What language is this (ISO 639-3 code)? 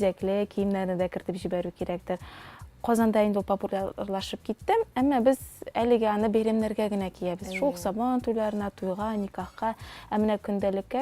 tat